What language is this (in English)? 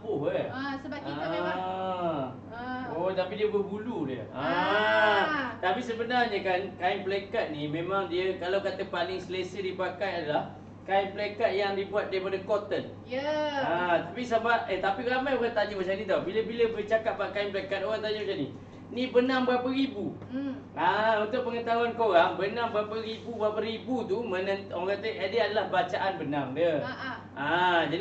Malay